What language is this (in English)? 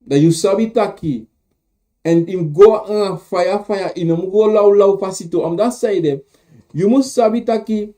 Sranan Tongo